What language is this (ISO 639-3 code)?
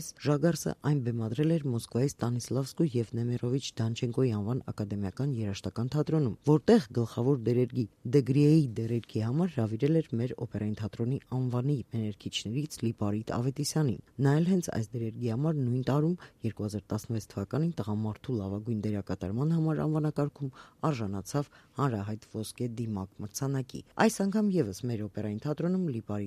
hye